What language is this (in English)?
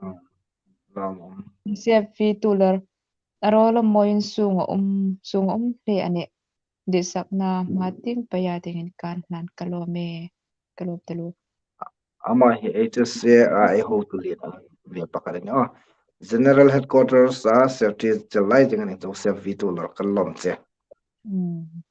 Hmar